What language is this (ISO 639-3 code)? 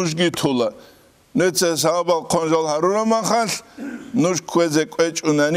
ava